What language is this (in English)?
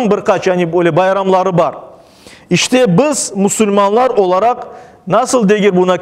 Crimean Tatar